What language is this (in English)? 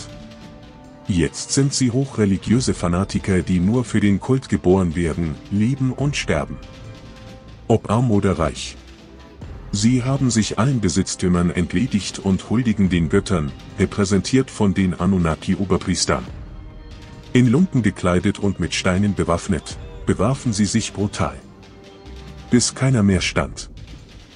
German